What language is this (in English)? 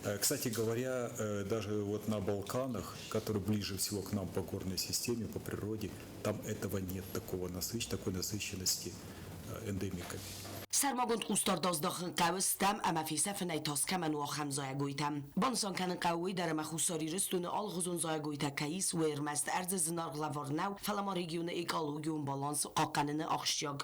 Ossetic